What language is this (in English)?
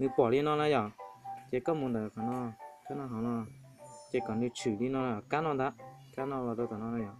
Hmong